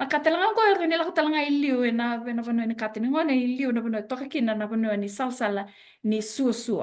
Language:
Fijian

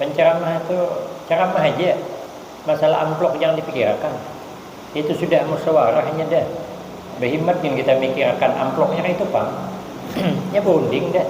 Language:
Banjar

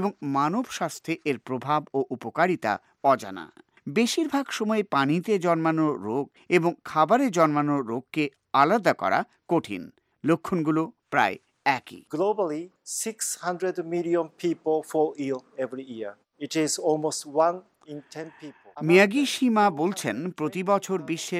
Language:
Bangla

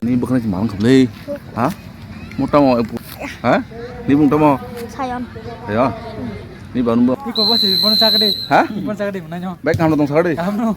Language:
Kok Borok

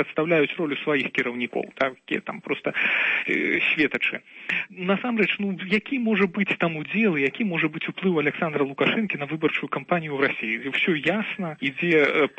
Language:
Belarusian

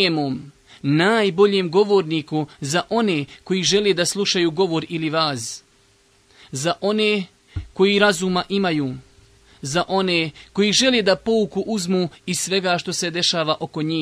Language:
Bosnian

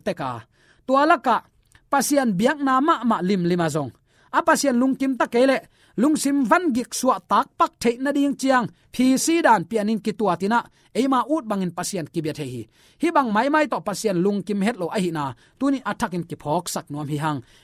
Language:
Tedim Chin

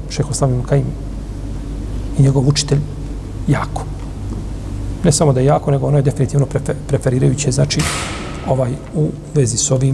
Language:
Bosnian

